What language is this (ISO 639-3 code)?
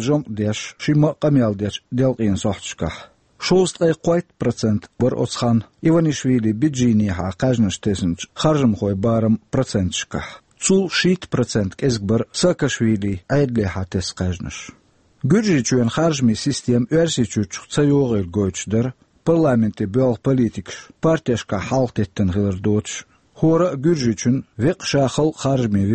che